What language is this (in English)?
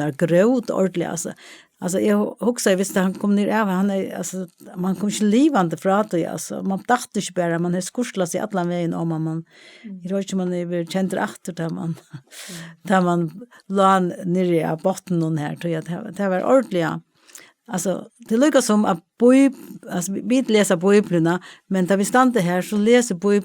Faroese